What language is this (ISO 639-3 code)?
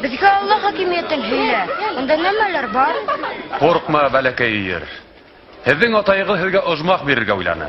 bak